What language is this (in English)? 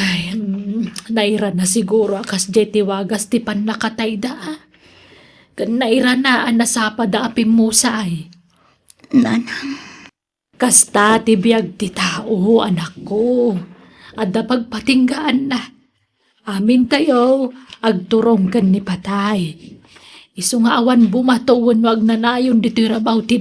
Iloko